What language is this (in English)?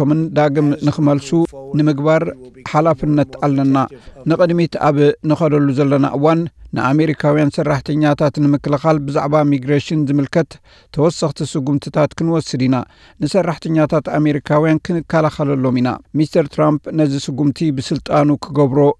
Tigrinya